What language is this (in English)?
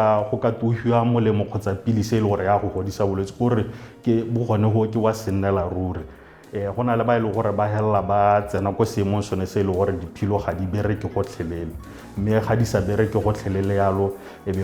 Tswana